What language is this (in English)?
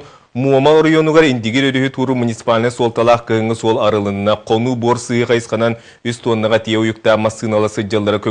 Yakut